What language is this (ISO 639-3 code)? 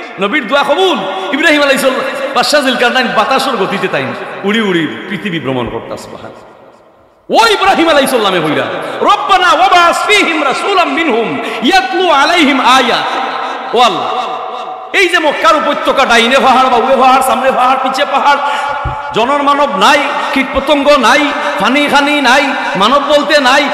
syl